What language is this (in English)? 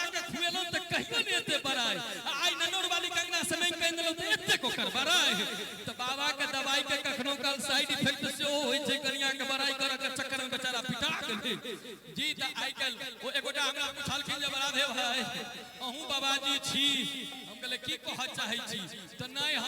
Maithili